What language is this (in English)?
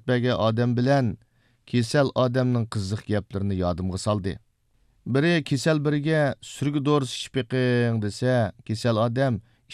Uyghur